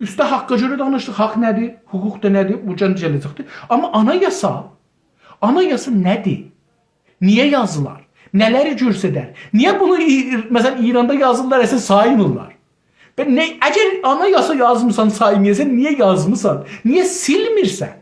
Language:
South Azerbaijani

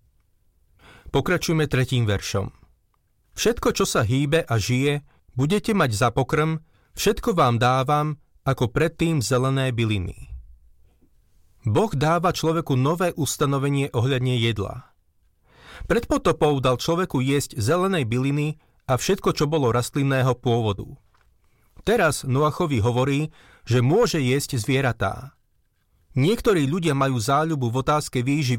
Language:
Slovak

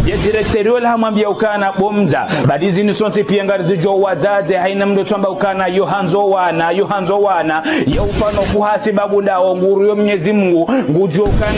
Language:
Ngazidja Comorian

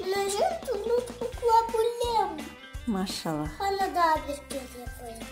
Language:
Crimean Tatar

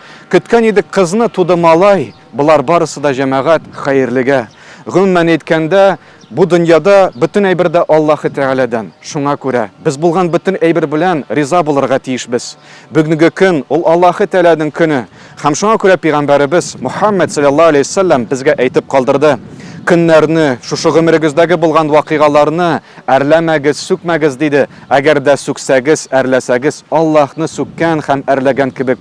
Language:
Tatar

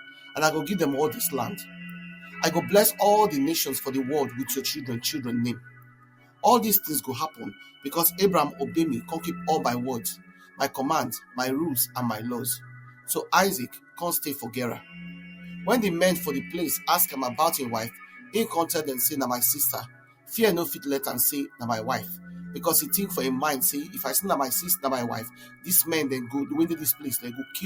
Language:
Nigerian Pidgin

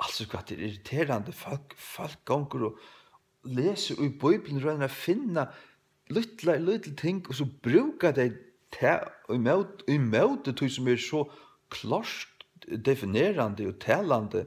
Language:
Faroese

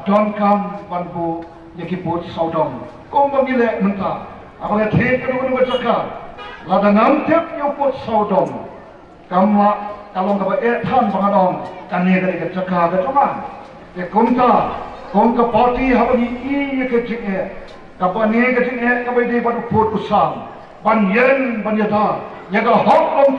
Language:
Khasi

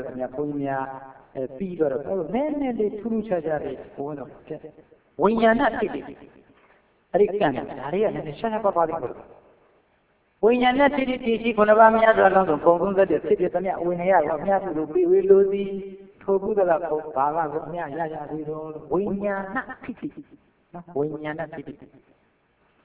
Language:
Burmese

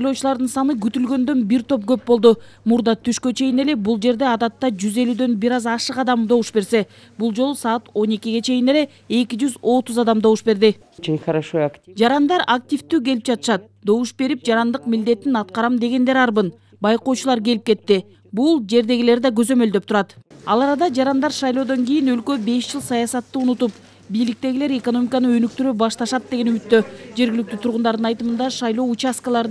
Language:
Kyrgyz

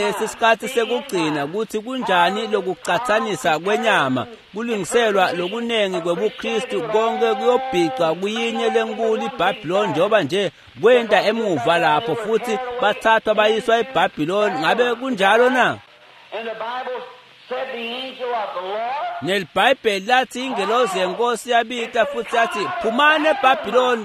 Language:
Swati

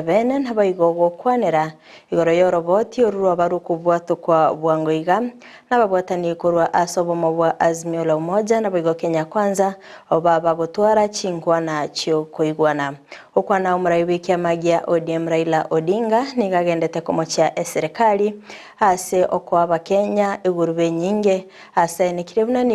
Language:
Gusii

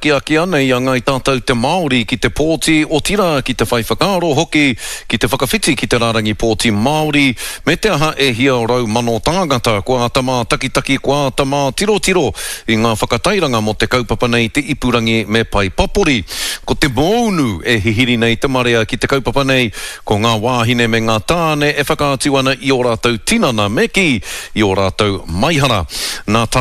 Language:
Māori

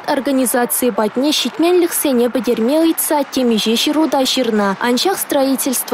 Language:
Chuvash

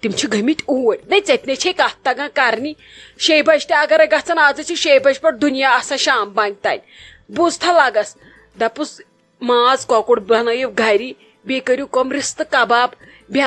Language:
Kashmiri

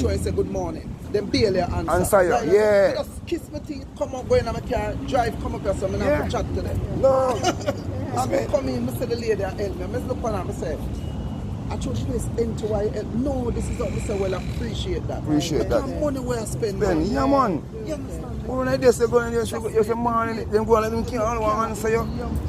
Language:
Jamaican Creole English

